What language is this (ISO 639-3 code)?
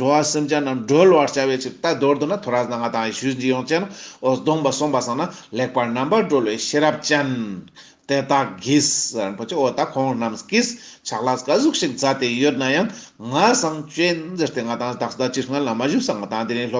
lbj